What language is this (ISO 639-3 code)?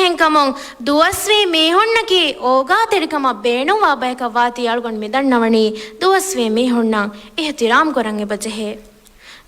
div